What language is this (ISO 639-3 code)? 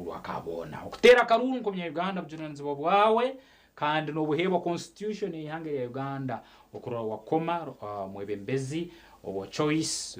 nyn